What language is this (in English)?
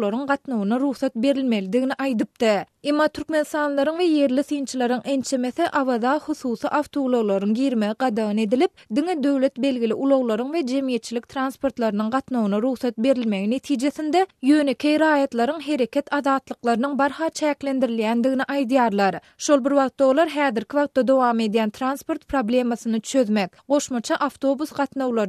Turkmen